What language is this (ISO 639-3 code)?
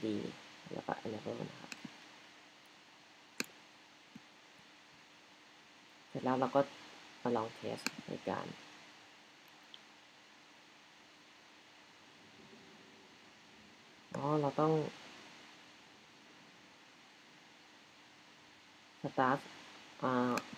tha